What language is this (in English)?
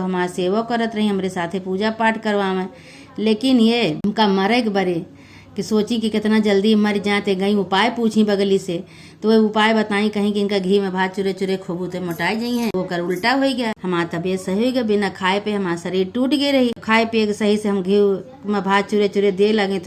Awadhi